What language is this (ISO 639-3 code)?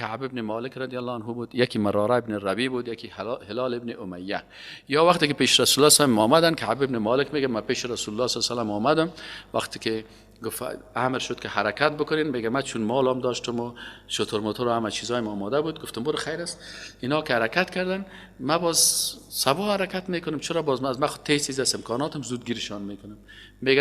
fas